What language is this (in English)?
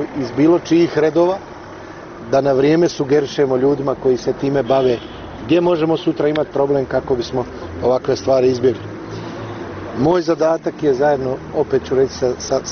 Bosnian